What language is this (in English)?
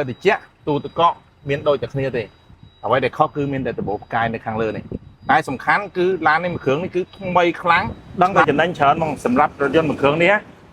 Khmer